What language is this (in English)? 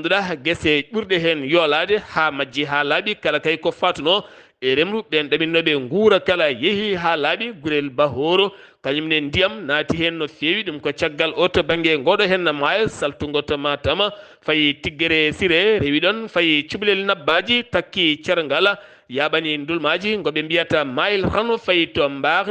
Fula